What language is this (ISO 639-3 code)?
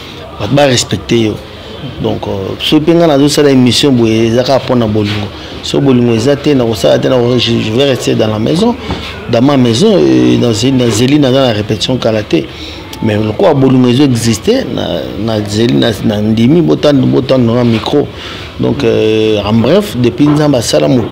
lin